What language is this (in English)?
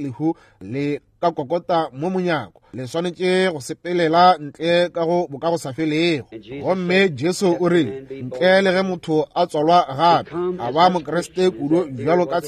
Northern Sotho